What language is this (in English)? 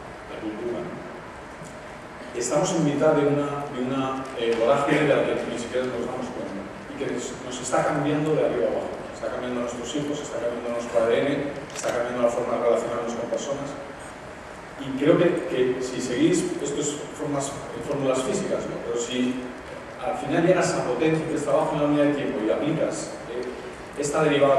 Spanish